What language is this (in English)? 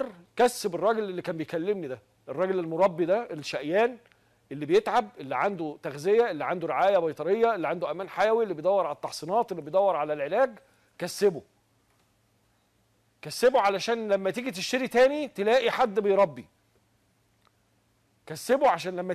Egyptian Arabic